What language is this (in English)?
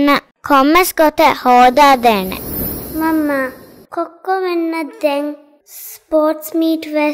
Divehi